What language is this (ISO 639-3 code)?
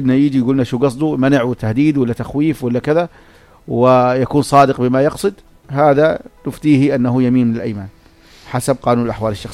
apc